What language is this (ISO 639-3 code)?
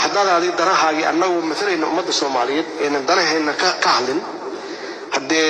som